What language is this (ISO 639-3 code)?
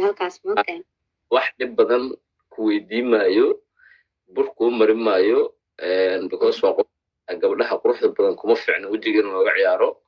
som